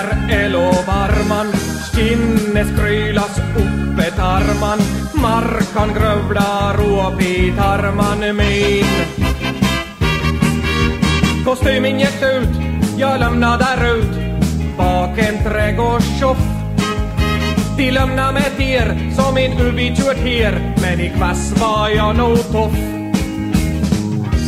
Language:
Swedish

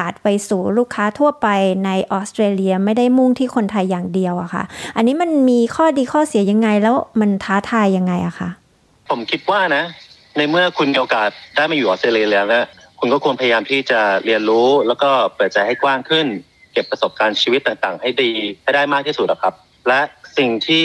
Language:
Thai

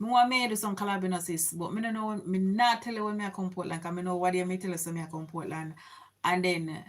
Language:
Jamaican Creole English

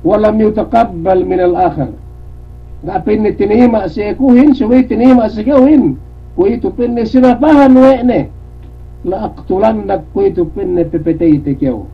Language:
Yakan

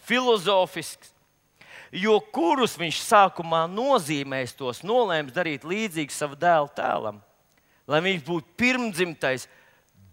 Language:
Latvian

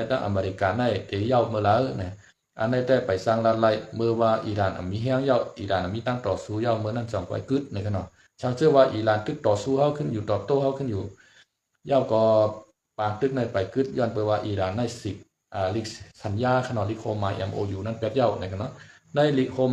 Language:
Shan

